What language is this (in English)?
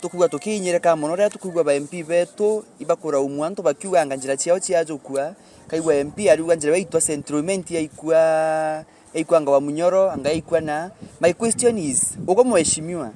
Meru